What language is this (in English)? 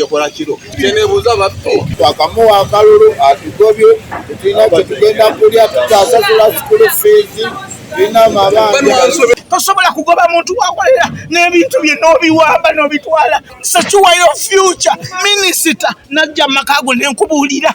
Ganda